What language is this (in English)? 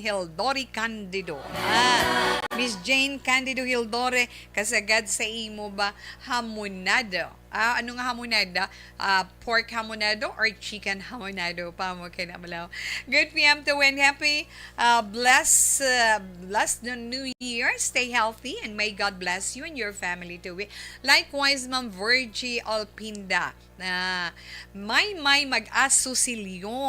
Hiligaynon